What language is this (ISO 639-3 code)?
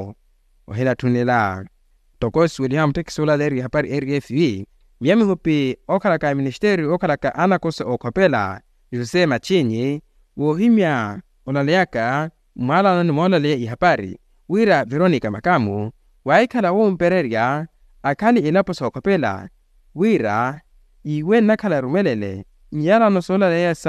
vmw